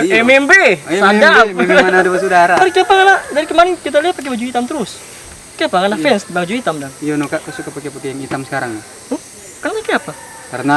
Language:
Manado Malay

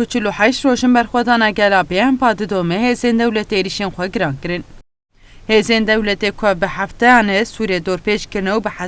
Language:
Kurdish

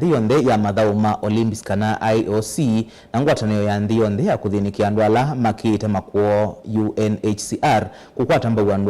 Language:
Kamba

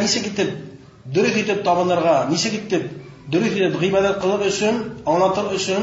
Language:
Bashkir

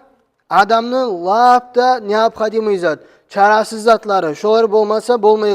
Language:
Kumyk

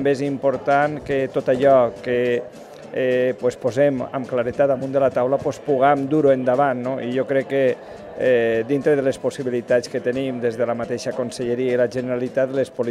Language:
Catalan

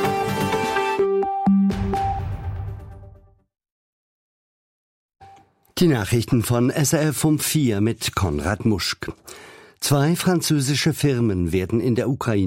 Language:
German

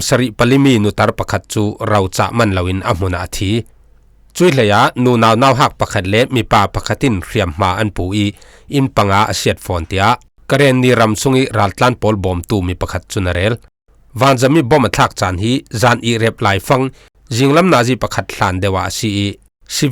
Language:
Falam Chin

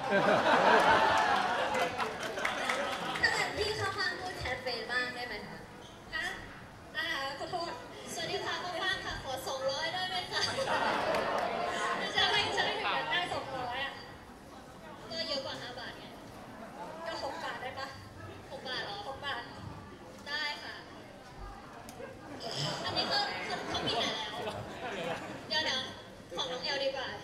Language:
Thai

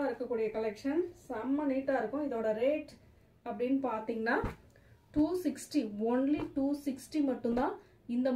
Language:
Tamil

